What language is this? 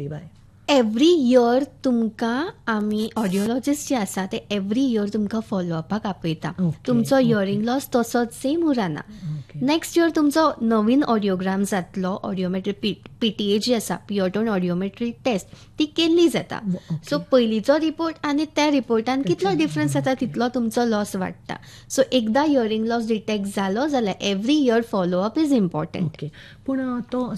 Konkani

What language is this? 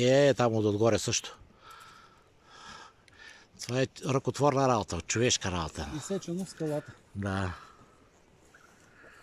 Bulgarian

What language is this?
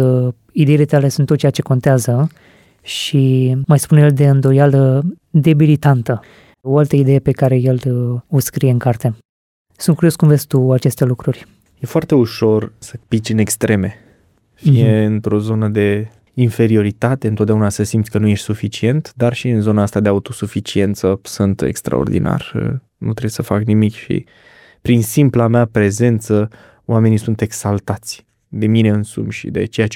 Romanian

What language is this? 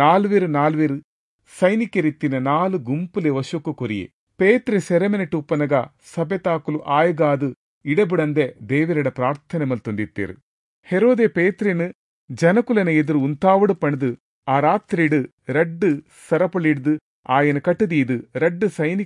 Tulu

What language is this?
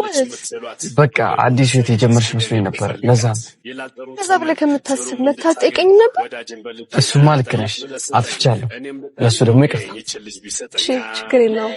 Amharic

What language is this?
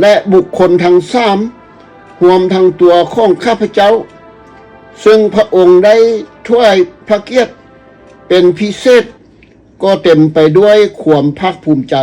Lao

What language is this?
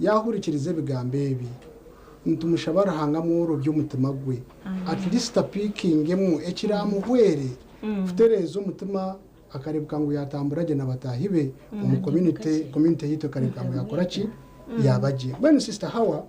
Nyankole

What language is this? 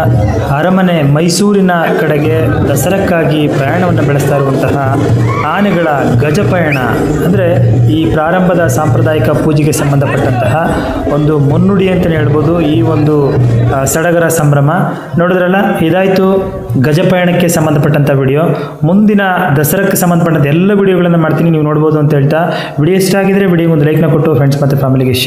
Kannada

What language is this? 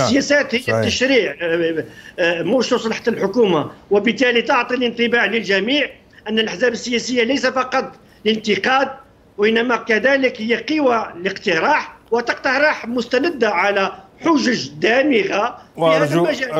Arabic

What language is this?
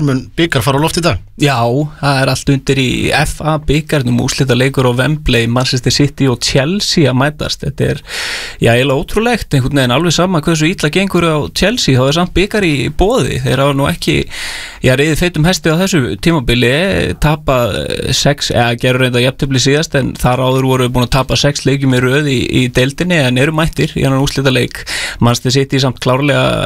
Icelandic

